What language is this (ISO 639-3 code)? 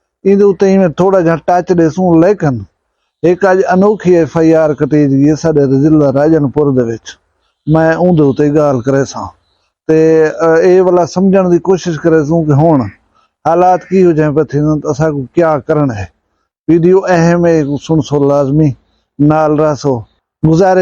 skr